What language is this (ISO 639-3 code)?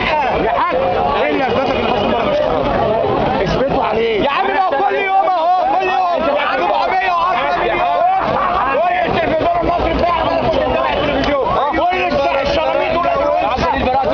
arz